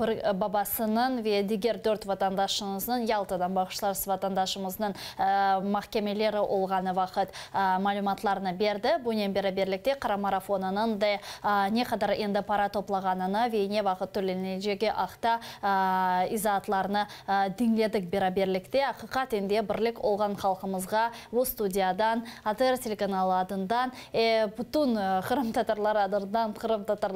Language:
Crimean Tatar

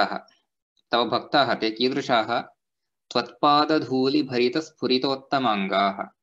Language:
Sanskrit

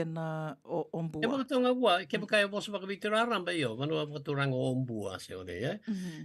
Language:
Fijian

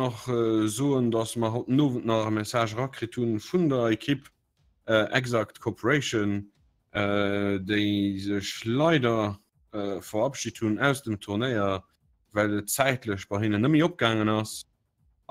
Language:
Luxembourgish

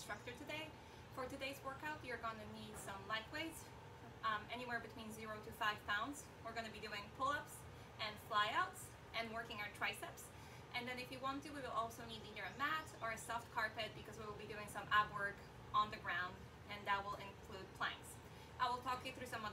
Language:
English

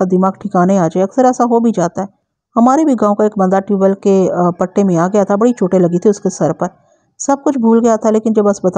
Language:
Urdu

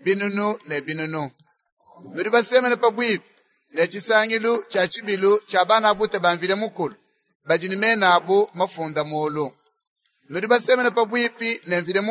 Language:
Luba-Lulua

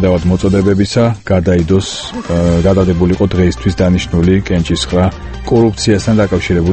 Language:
Georgian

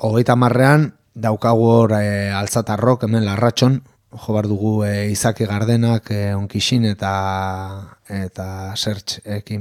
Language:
Basque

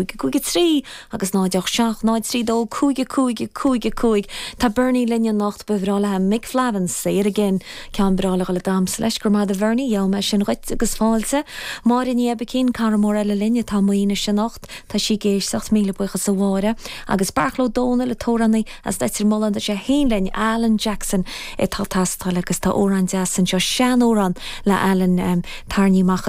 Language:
Irish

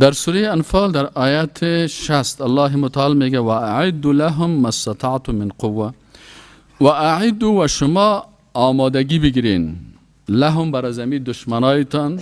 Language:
Persian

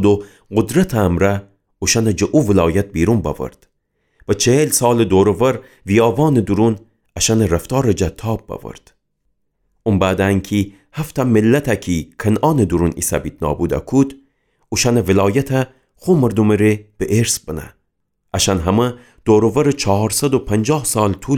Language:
Gilaki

